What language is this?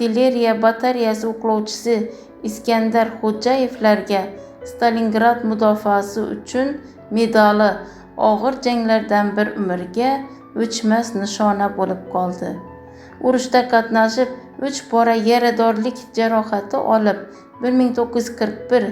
Uzbek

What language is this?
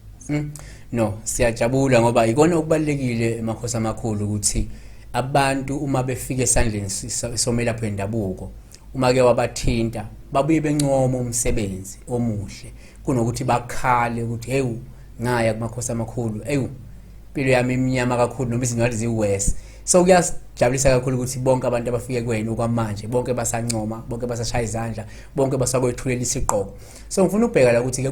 Zulu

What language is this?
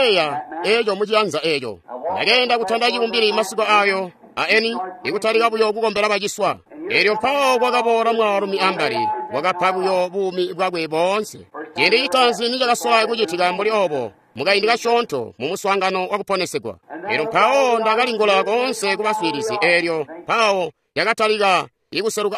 Tonga (Zambia)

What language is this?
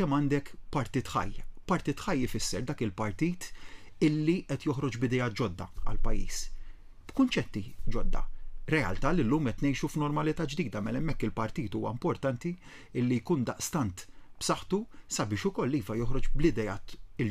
Maltese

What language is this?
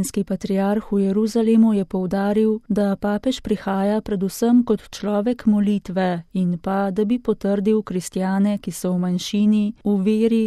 Slovenian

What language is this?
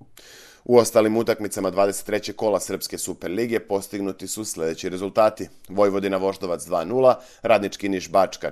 Serbian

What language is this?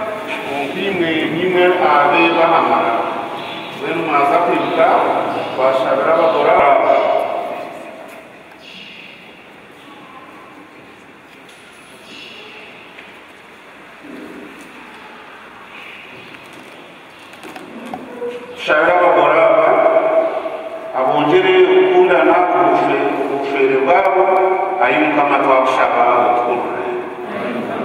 Kinyarwanda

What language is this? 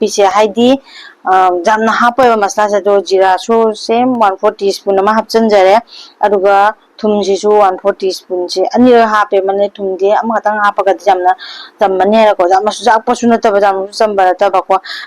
Manipuri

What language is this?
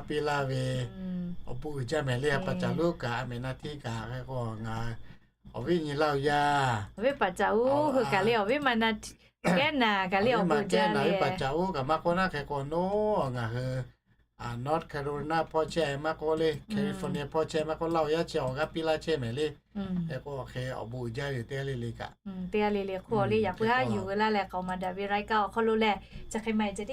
Lahu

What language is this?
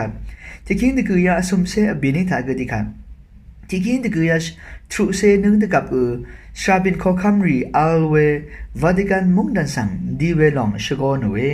Rawang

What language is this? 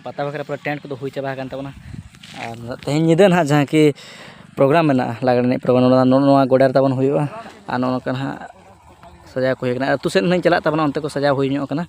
Santali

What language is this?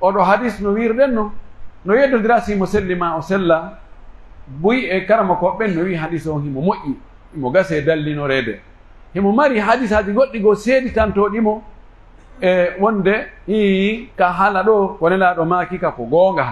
Pular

